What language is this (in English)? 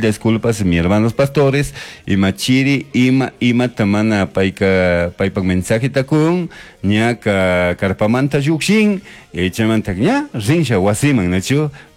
Chimborazo Highland Quichua